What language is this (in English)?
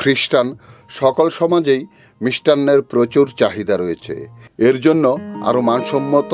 Bangla